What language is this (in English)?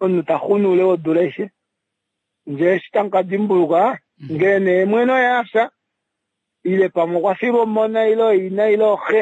Kuanyama